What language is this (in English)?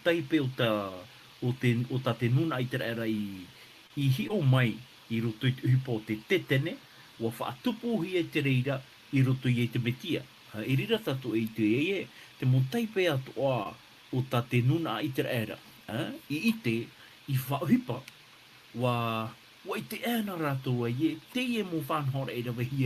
Tahitian